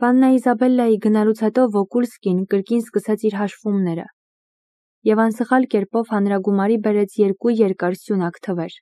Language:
Armenian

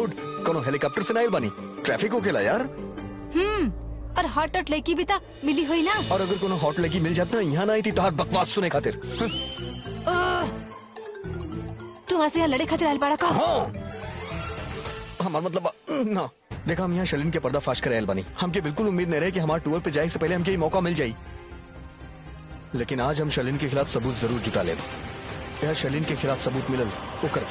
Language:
Bhojpuri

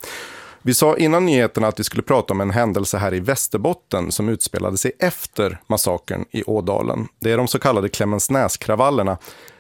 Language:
Swedish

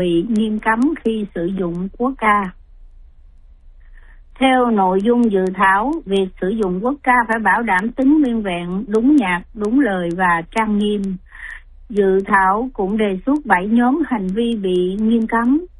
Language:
Vietnamese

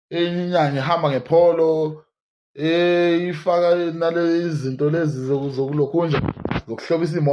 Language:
Zulu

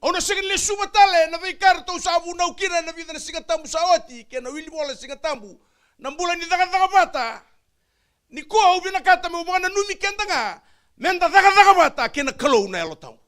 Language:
Fijian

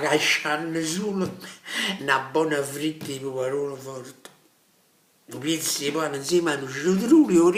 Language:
Neapolitan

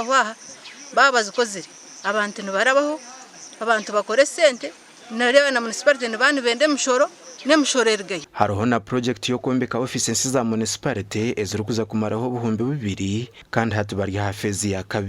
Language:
Nyankole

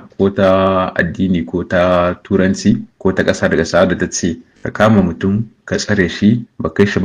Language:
Hausa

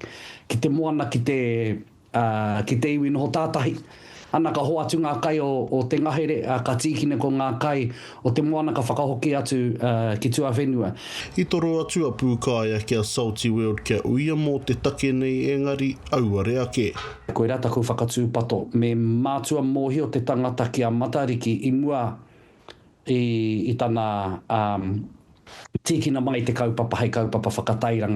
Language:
Māori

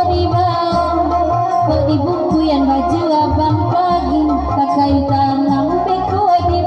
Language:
Minangkabau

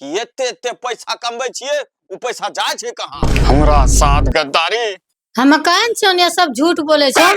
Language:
Angika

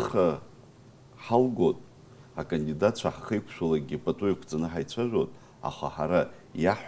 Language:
Abkhazian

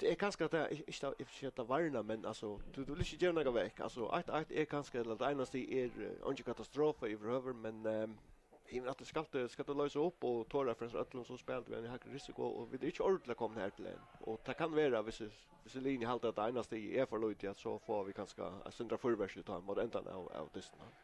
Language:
Faroese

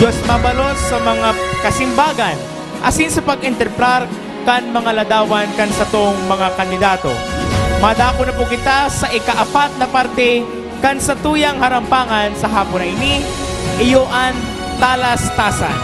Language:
Bikol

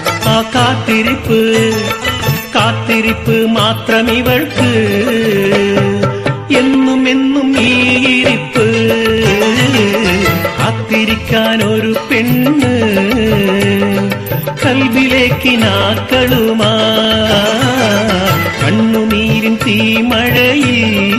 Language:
Malayalam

